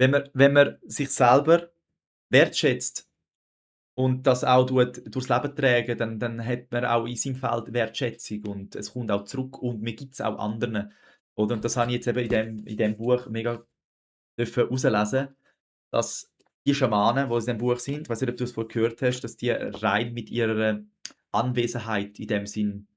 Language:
Swiss German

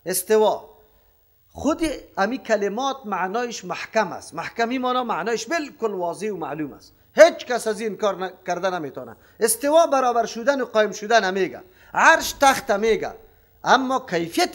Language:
Persian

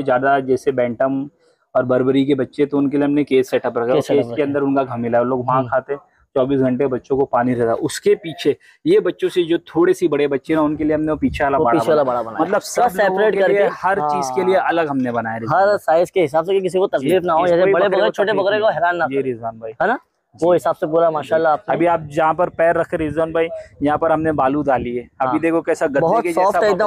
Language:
Hindi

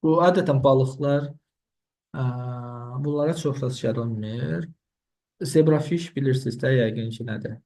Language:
Azerbaijani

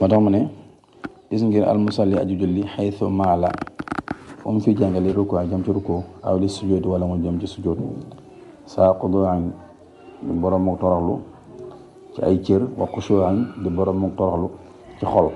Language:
Wolof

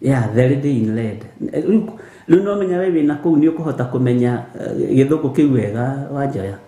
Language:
Kikuyu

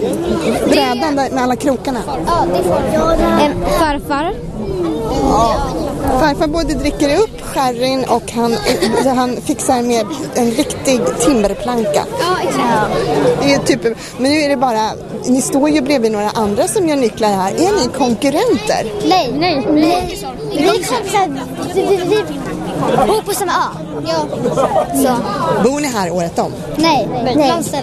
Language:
Swedish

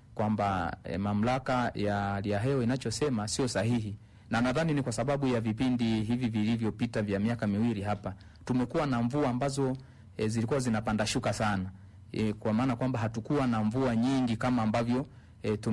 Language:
Swahili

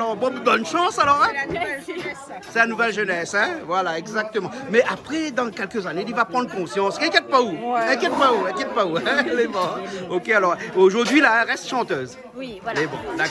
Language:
Réunion Creole French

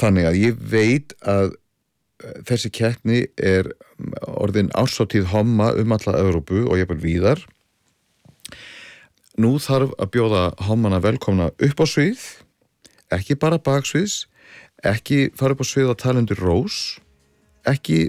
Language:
Icelandic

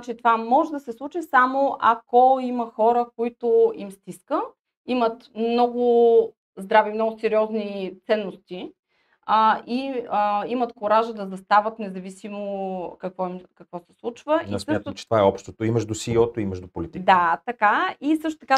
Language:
Bulgarian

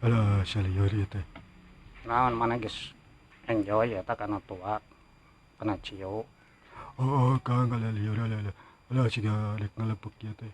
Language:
Sundanese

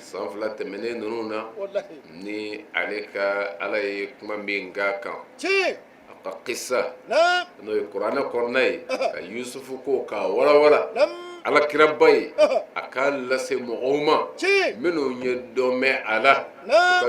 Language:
Bambara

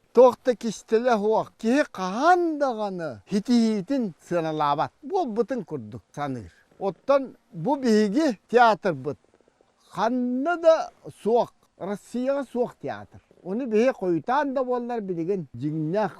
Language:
Yakut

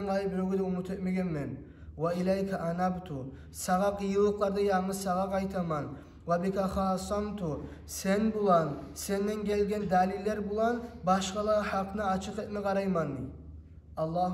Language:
Kumyk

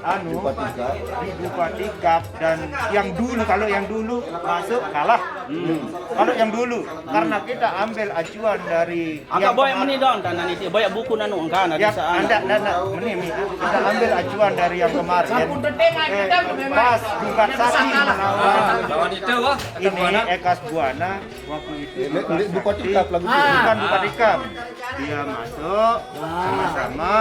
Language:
Sasak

